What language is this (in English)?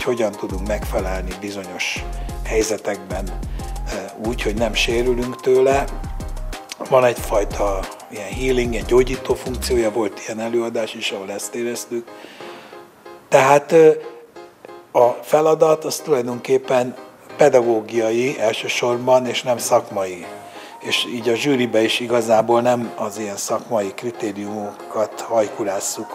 Hungarian